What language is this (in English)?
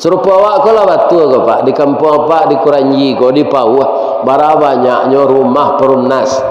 Minangkabau